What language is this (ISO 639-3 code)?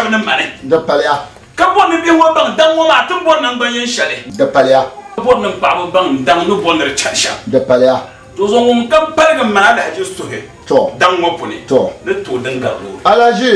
dag